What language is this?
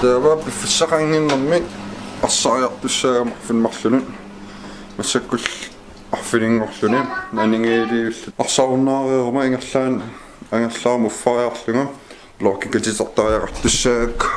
Kalaallisut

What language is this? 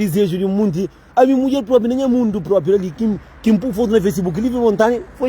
Kabuverdianu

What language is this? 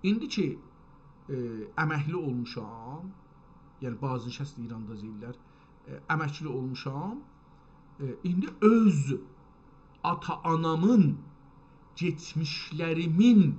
South Azerbaijani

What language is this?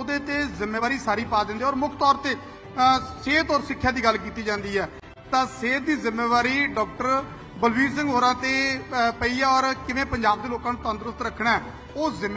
Punjabi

